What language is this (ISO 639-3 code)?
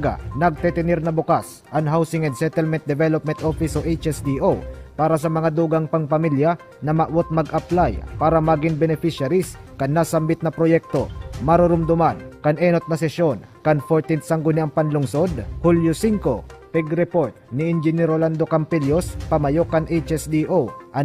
bik